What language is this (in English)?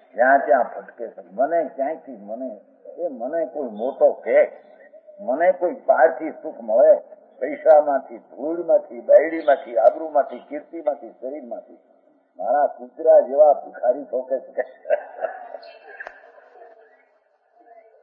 Gujarati